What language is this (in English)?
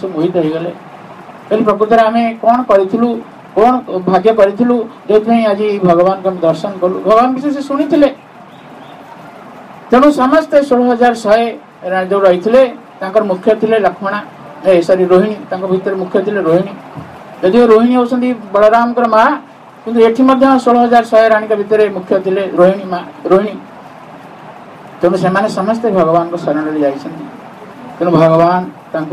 Odia